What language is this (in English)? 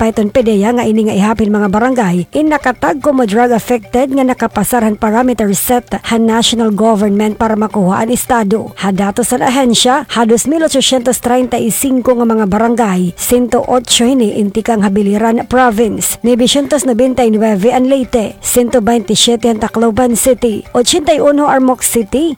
Waray